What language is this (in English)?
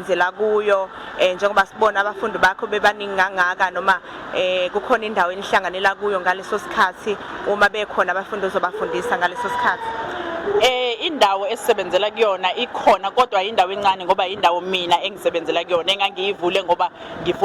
Zulu